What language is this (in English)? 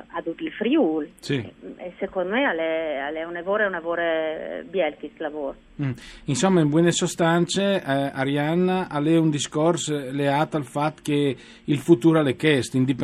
Friulian